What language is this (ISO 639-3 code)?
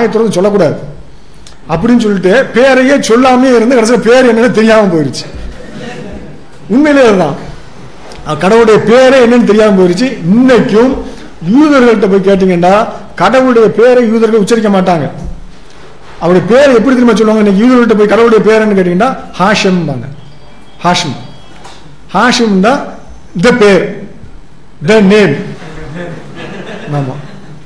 tam